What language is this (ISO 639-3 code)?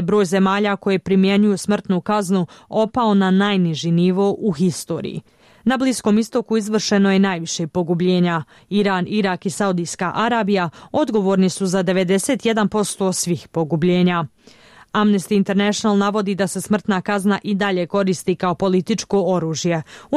bos